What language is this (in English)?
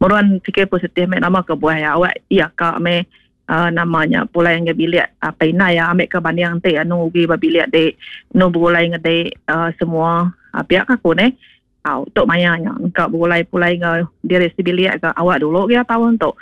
Iban